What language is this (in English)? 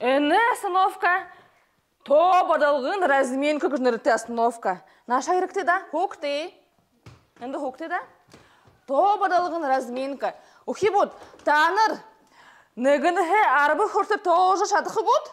Buriat